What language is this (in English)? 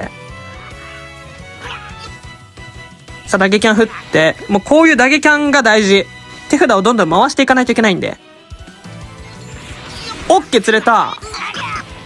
Japanese